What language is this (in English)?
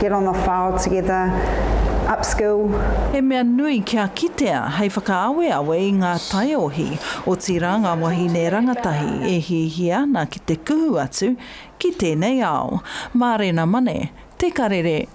Māori